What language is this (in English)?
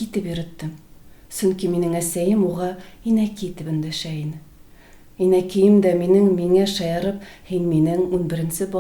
Bashkir